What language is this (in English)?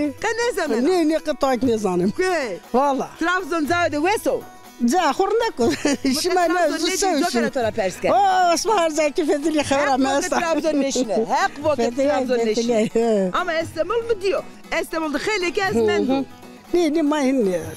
Zaza